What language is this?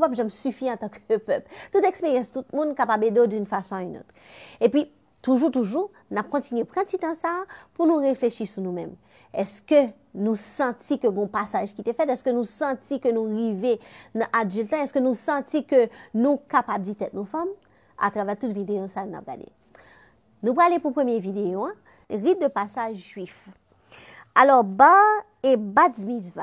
Haitian Creole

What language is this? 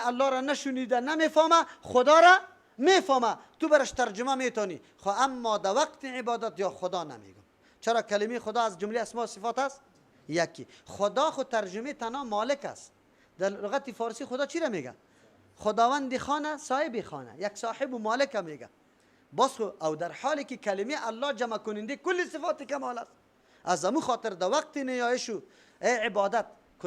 Persian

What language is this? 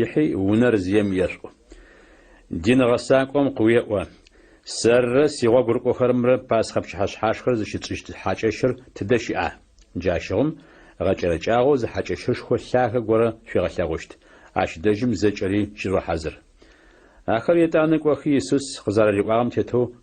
Adyghe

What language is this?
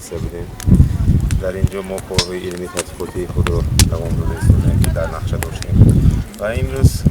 Tajik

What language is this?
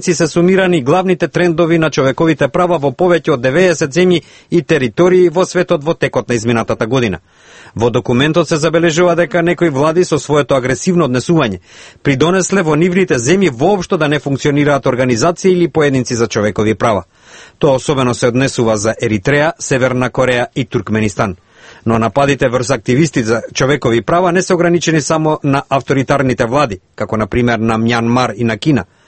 Macedonian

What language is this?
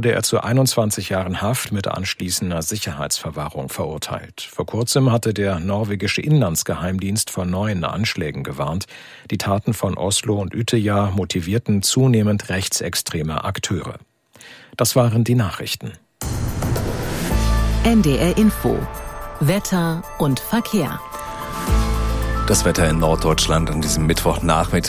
German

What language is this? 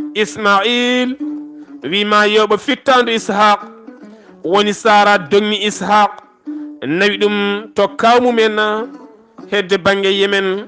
Fula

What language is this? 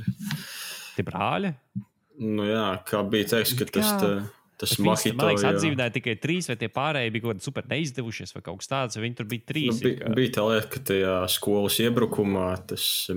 Latvian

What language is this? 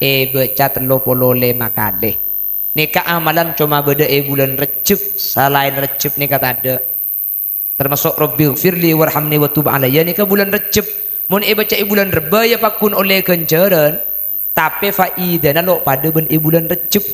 Madurese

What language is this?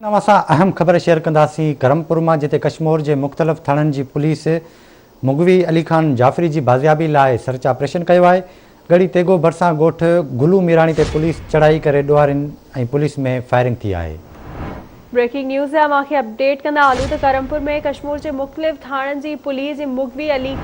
Sindhi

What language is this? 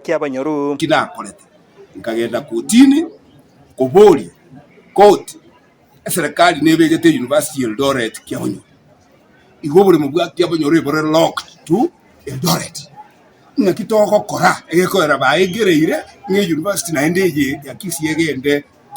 Gusii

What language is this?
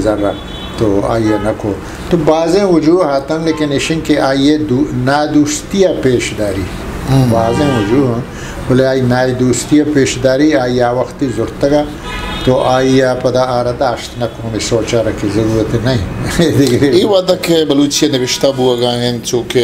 Eastern Balochi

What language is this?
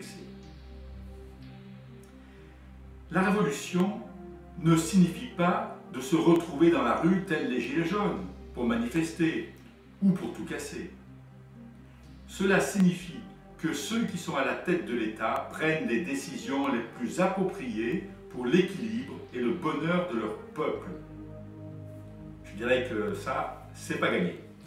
French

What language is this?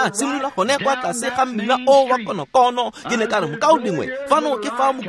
Tswana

